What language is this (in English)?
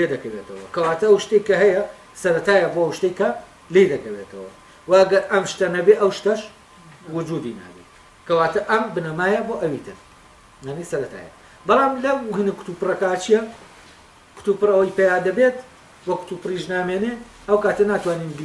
Central Kurdish